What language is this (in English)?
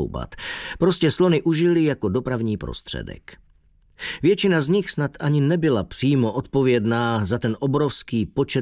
Czech